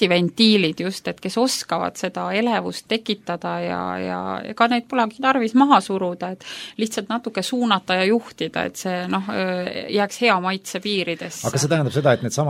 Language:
Estonian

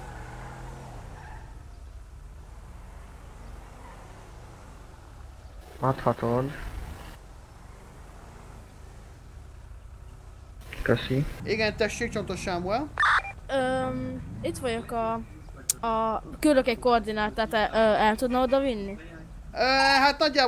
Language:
Hungarian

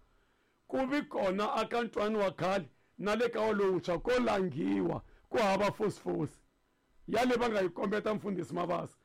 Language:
Tsonga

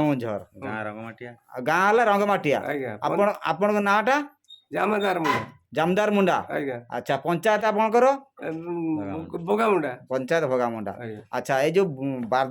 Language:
Odia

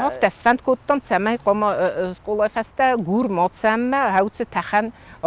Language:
Ossetic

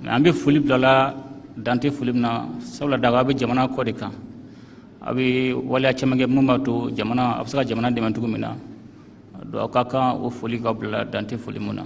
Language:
Bambara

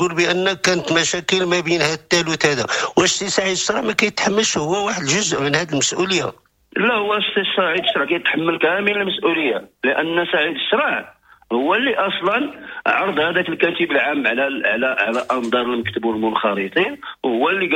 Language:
Moroccan Arabic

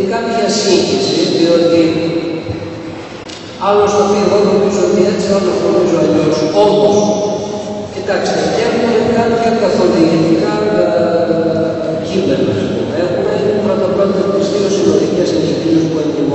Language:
Greek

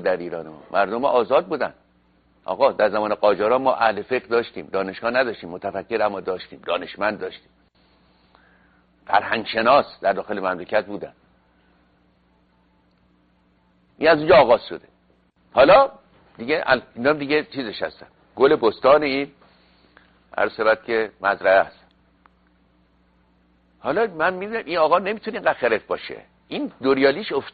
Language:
Persian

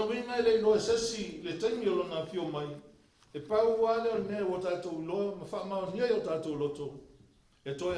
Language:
Samoan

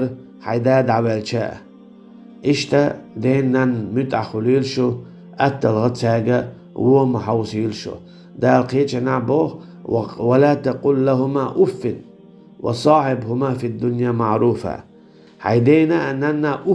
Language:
Chechen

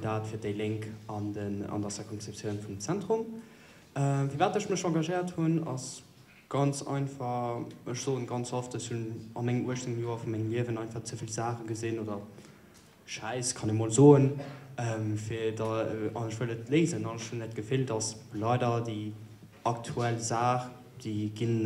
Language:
Luxembourgish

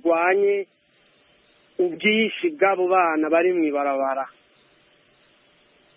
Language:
Kinyarwanda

